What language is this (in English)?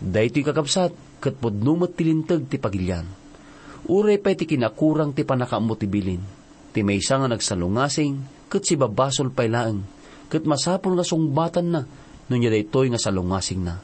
Iloko